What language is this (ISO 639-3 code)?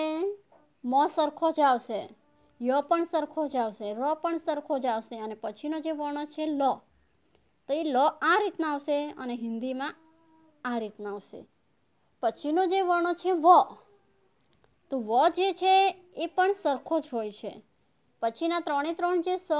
guj